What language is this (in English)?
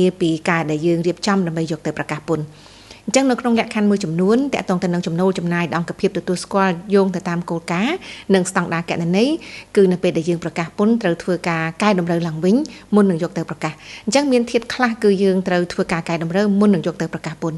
Khmer